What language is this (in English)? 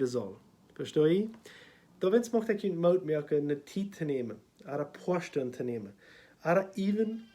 Plautdietsch